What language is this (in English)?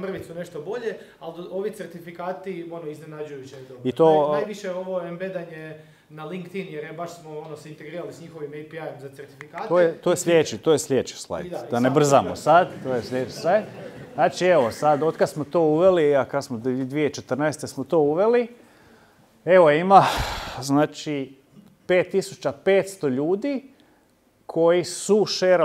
Croatian